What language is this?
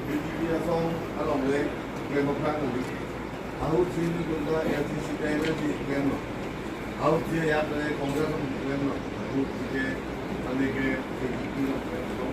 Karbi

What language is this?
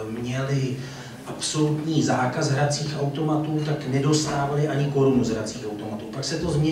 Czech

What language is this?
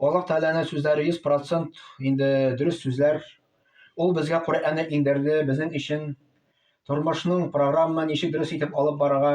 Tatar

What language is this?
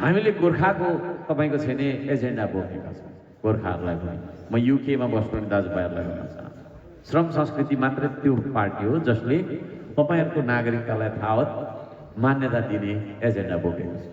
Nepali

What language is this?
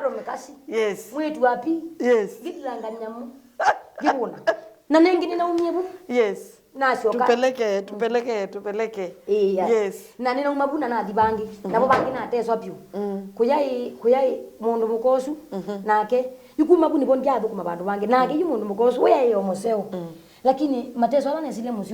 Kamba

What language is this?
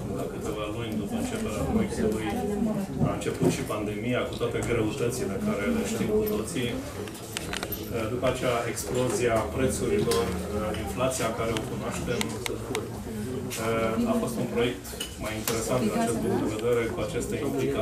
Romanian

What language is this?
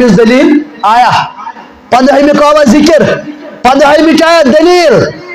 Kashmiri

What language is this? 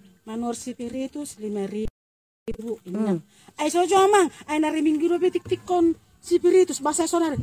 Batak Toba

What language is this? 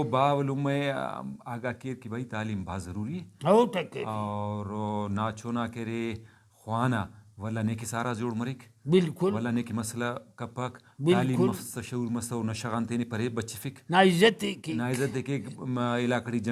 Brahui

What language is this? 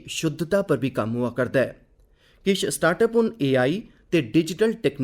Dogri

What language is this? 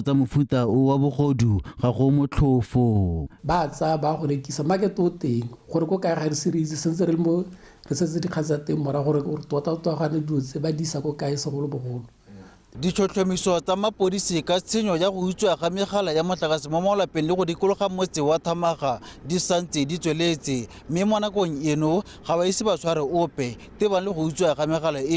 Tswana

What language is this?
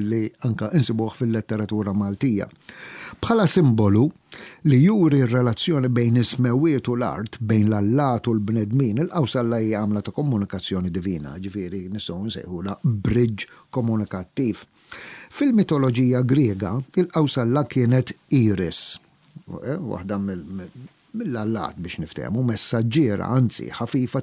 Maltese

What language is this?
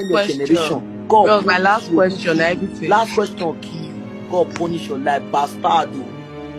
Nigerian Pidgin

